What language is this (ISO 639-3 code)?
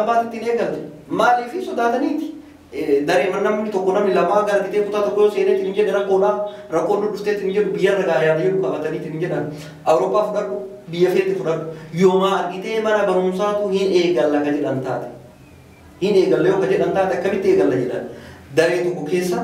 orm